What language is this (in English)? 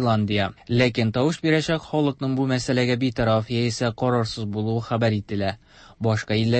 Tatar